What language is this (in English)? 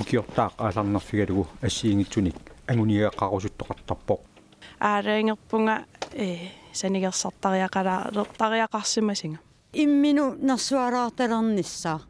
Kalaallisut